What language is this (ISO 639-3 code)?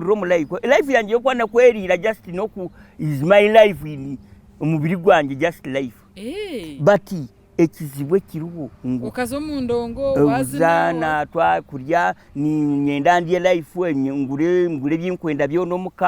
nyn